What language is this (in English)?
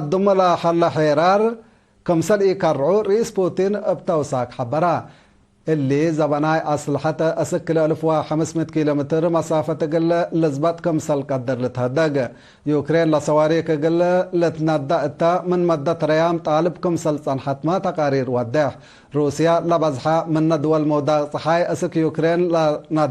Tigre